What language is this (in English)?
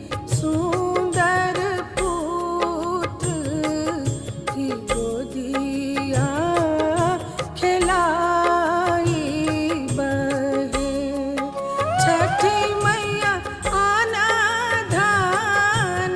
Bhojpuri